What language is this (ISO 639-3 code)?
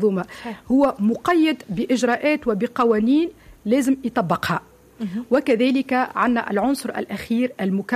aeb